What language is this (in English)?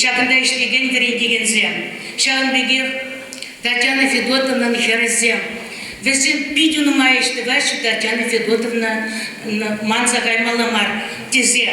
Chuvash